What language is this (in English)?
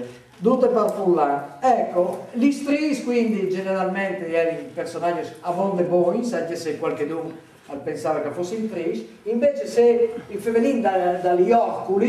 Friulian